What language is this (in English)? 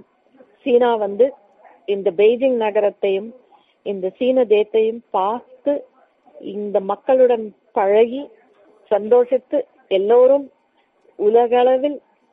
Tamil